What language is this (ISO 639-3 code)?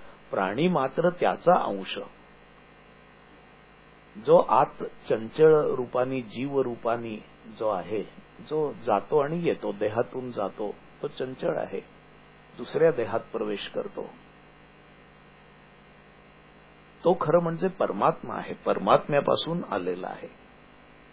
mar